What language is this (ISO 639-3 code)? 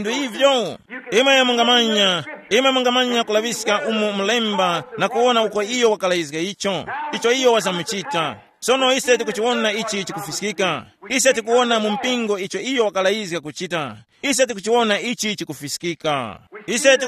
tum